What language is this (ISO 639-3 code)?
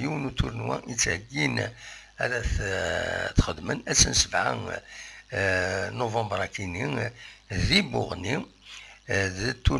kab